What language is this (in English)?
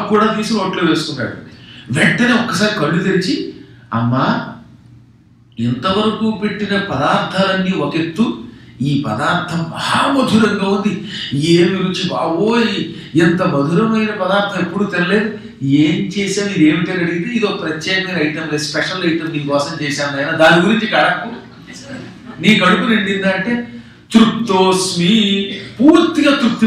Telugu